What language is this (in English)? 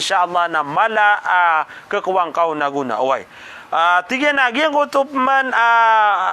Maranao